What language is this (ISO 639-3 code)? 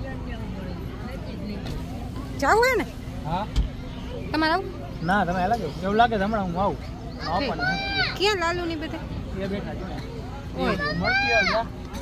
guj